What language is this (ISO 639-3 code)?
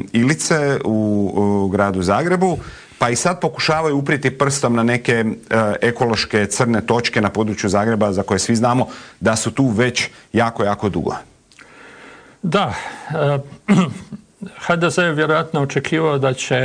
hrv